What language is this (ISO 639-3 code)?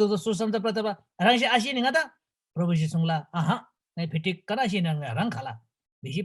taj